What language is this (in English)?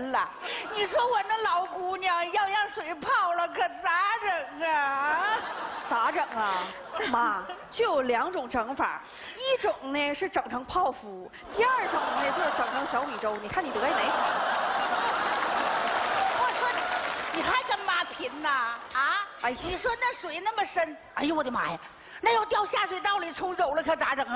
Chinese